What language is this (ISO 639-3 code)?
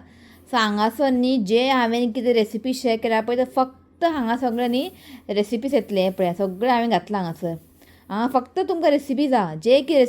kok